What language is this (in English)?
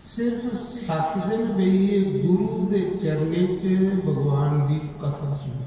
Dogri